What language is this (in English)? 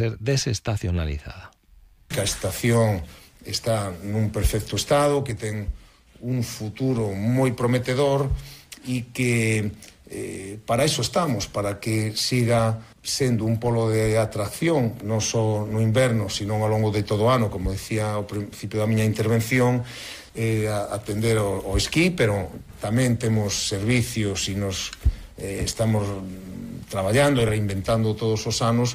Galician